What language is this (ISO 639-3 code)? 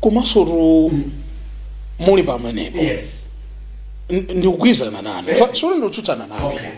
nya